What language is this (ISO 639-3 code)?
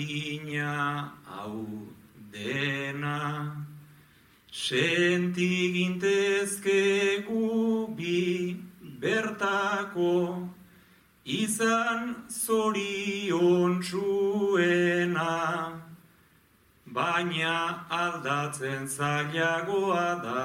eus